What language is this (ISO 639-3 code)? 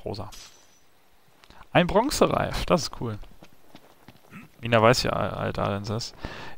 deu